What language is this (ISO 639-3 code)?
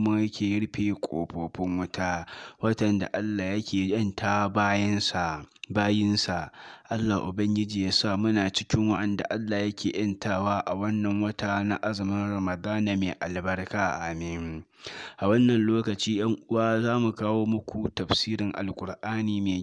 hau